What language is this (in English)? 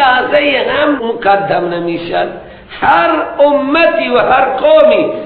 Persian